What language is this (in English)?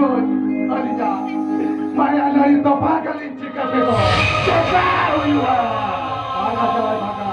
Santali